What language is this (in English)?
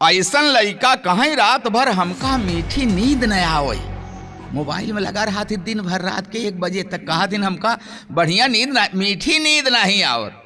Awadhi